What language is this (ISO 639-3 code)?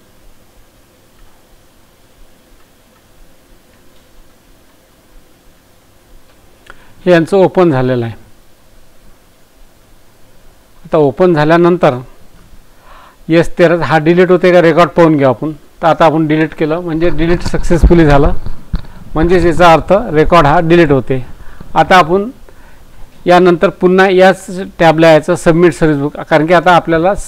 mar